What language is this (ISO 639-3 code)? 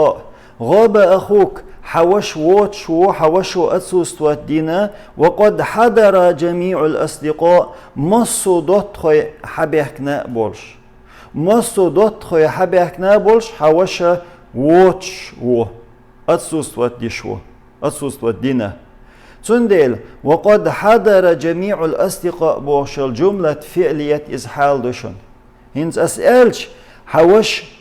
che